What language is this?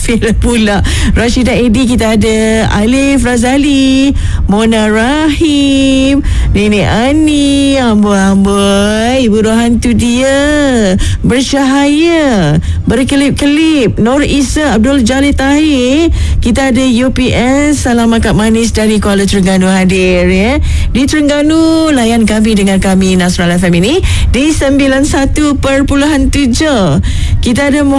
Malay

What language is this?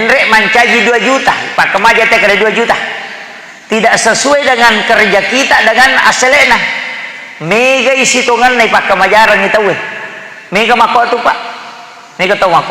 Buginese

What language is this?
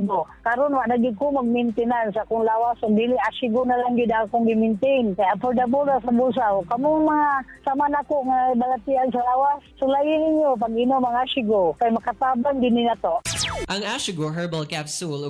Cebuano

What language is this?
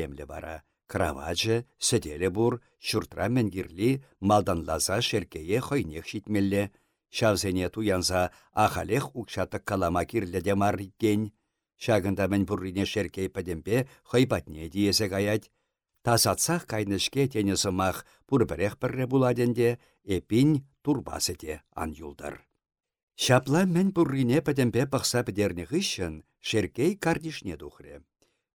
Chuvash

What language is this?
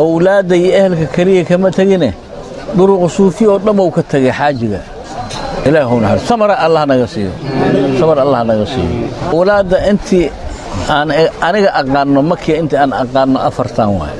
Somali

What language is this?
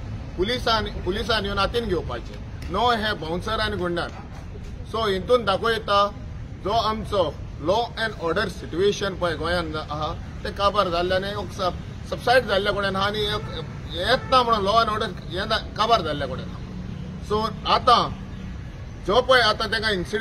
Konkani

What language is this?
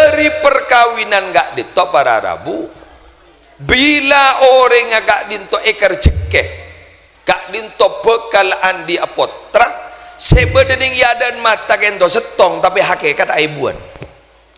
Madurese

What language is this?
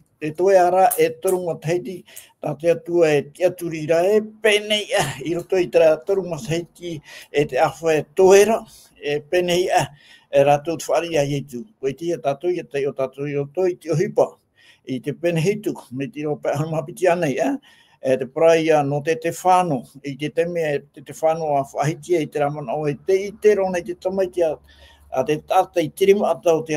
Tahitian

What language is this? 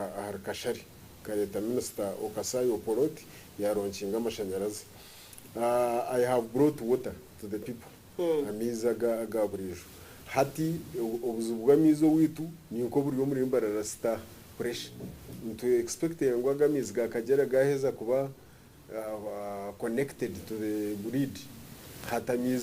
Nyankole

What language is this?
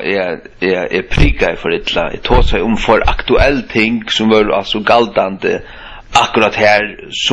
Faroese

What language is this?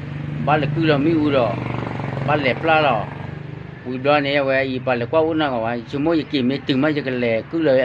S'gaw Karen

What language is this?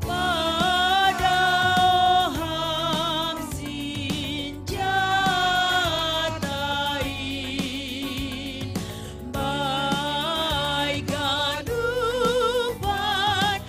Batak Simalungun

